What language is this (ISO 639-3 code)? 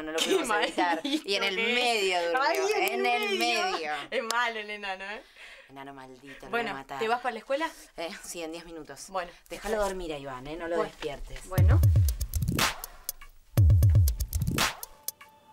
spa